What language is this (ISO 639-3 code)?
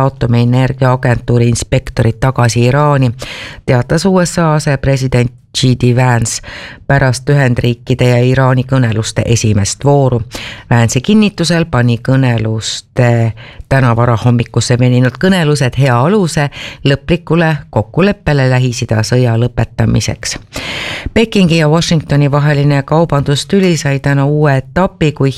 est